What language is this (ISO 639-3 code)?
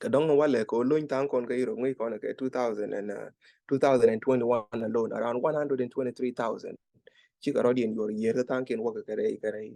nus